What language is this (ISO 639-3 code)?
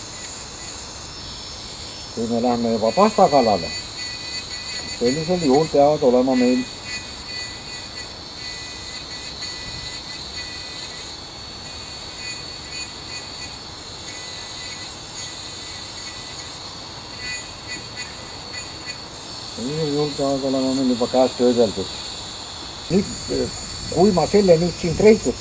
est